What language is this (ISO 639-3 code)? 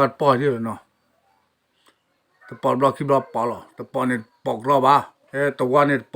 ksw